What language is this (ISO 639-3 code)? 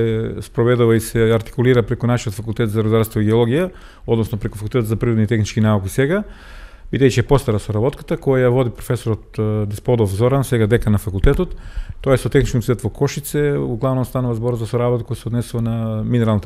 mkd